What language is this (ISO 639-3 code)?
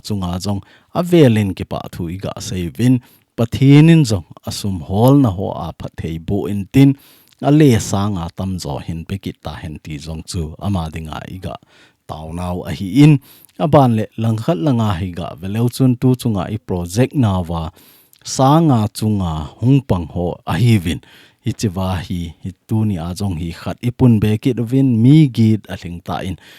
tcz